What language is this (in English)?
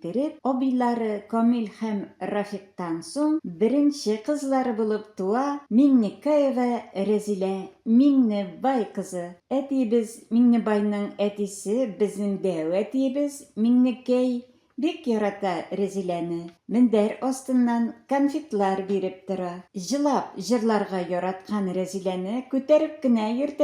Tatar